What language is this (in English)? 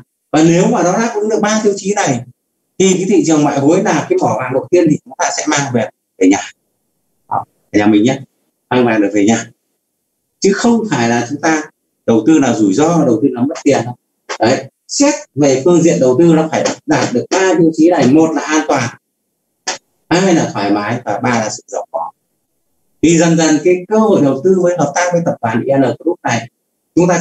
Vietnamese